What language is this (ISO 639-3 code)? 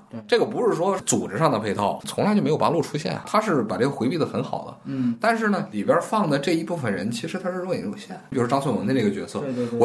zho